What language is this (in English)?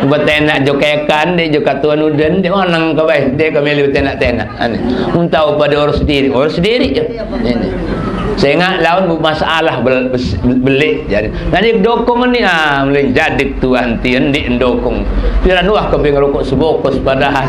Sasak